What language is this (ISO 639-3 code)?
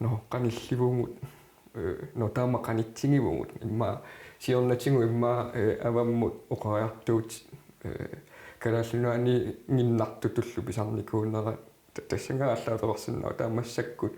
kal